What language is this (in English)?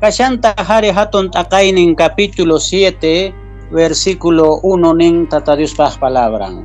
South Bolivian Quechua